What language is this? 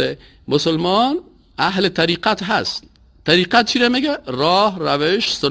Persian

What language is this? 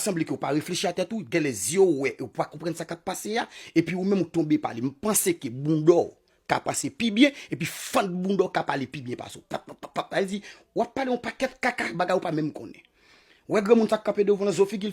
Haitian Creole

